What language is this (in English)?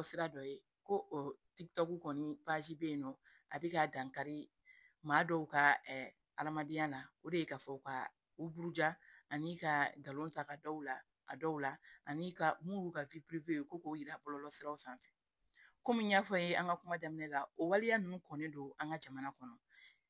Bambara